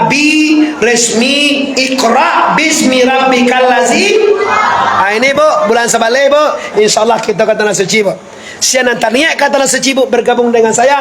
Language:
Minangkabau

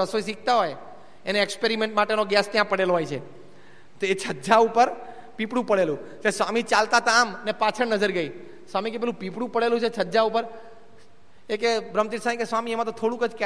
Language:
Gujarati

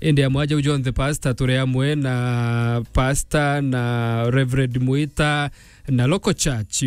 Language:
Meru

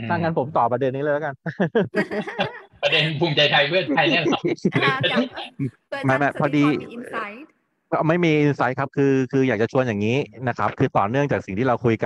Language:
Thai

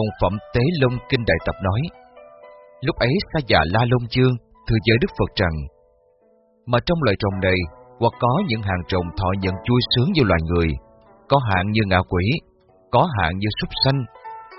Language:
Vietnamese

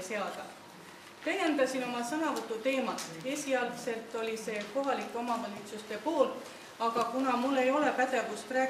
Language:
Estonian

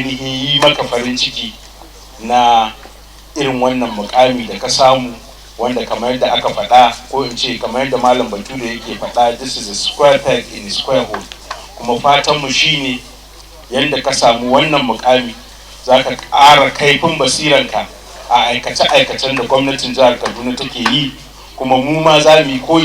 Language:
Hausa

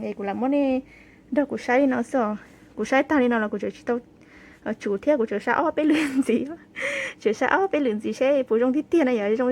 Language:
Hmong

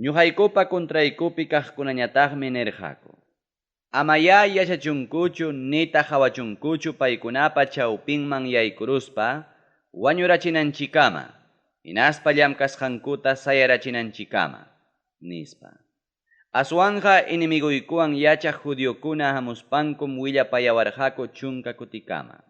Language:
Ayacucho Quechua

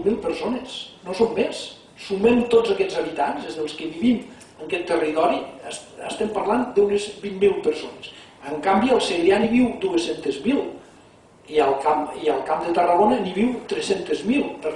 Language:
Catalan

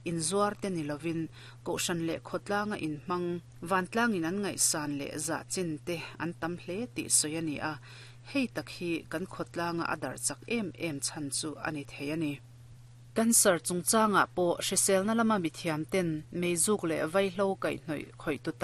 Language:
Mizo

